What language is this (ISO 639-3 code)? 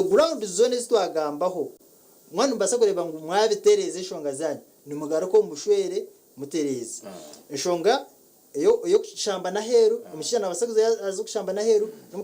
nyn